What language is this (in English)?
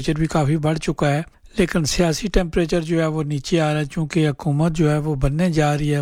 Urdu